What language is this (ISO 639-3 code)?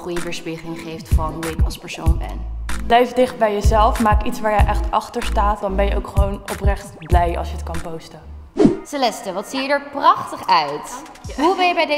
nld